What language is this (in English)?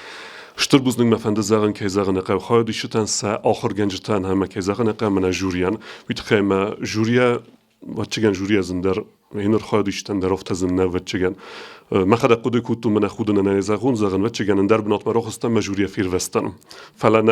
Ossetic